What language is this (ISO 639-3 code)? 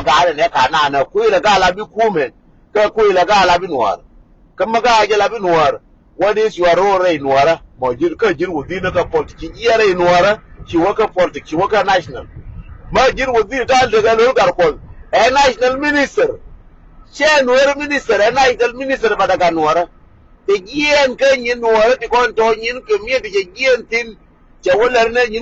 nus